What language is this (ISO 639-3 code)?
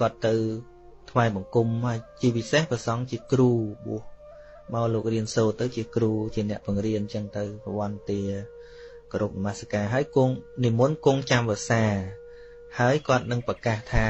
khm